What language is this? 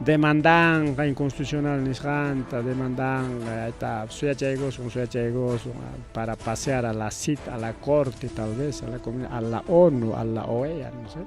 Ayacucho Quechua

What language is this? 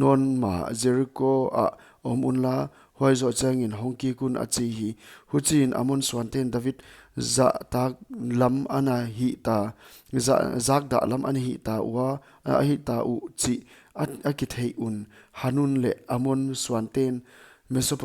Paite Chin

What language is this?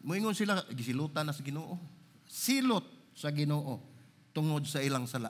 Cebuano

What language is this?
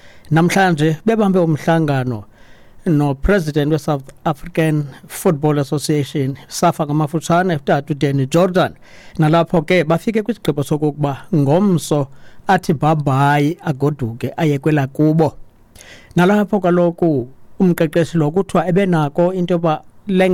Xhosa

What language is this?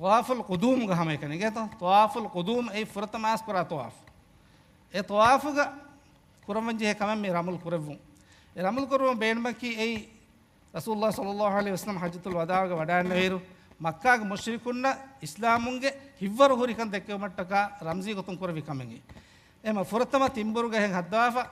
Divehi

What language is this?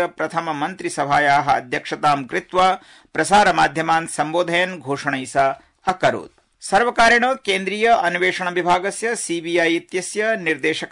Sanskrit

